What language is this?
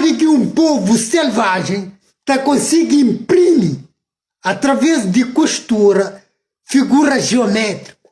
Kabuverdianu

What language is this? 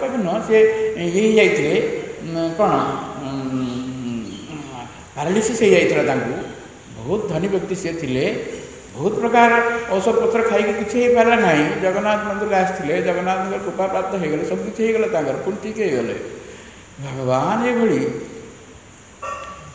Odia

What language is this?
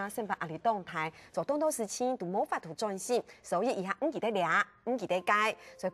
Hakka Chinese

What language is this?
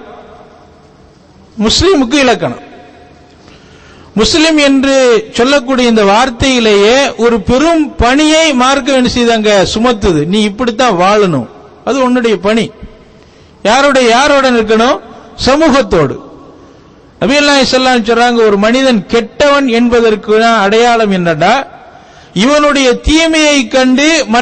Tamil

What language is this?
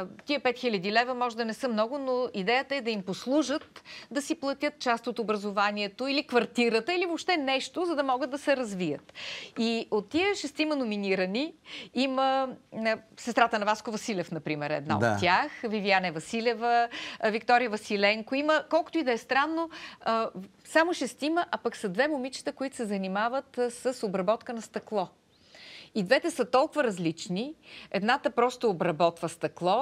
Bulgarian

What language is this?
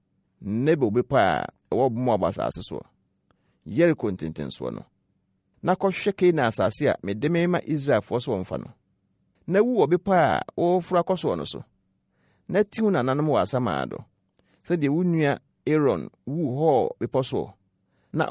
Akan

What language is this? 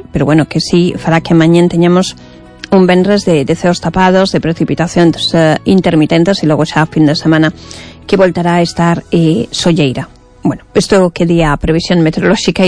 Galician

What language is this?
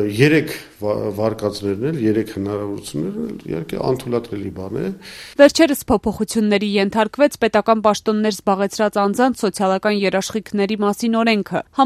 Armenian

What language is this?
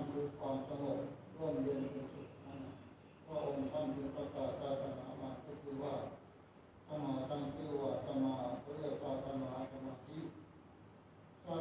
Thai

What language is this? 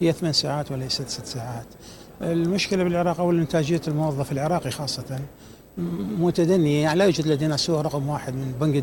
Mesopotamian Arabic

